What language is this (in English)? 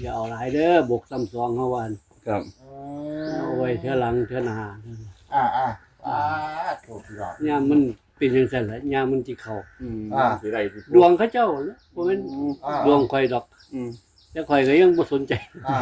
Northeastern Thai